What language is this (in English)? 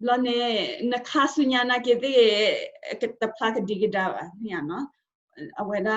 S'gaw Karen